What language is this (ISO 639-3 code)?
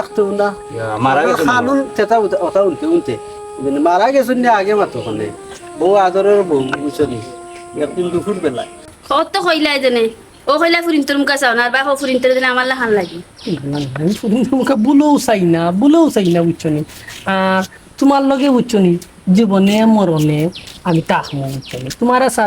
syl